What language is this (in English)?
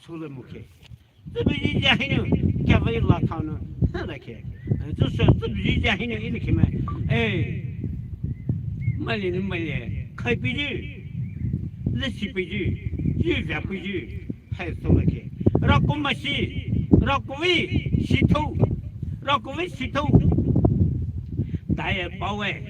Poumei Naga